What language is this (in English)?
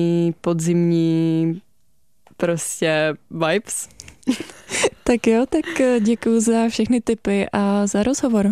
Czech